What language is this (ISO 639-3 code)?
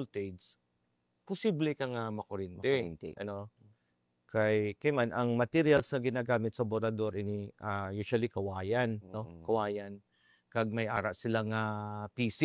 hil